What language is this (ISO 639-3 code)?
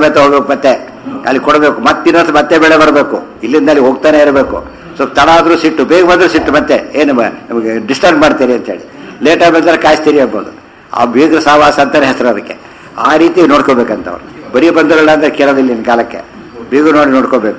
kan